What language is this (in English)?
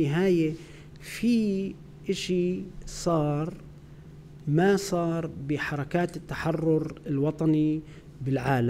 North Levantine Arabic